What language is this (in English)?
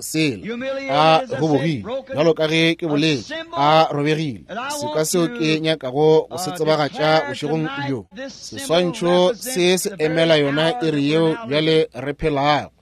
Northern Sotho